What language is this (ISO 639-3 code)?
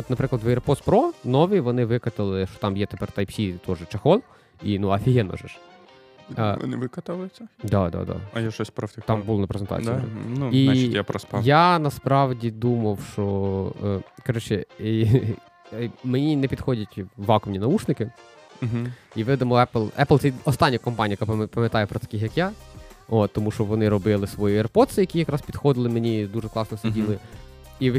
ukr